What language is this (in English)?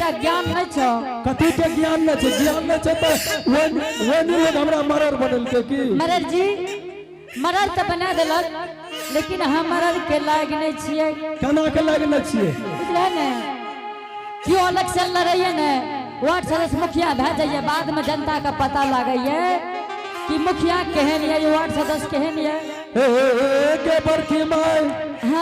Angika